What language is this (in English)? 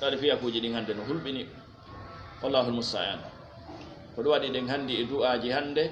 Fula